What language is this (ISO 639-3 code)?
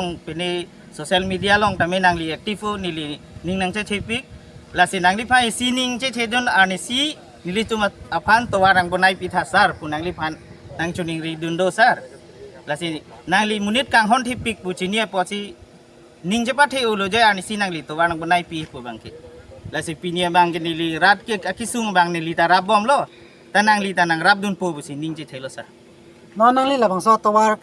mjw